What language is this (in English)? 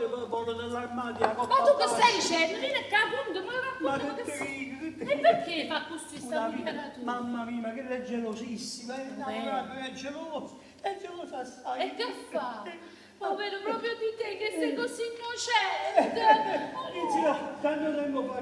Neapolitan